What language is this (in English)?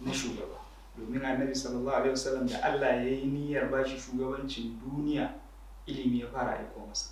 Hausa